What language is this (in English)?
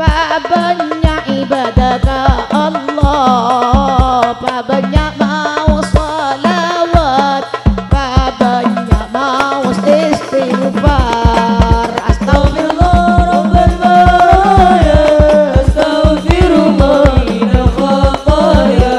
Madurese